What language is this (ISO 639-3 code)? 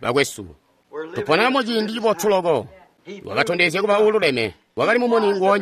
toi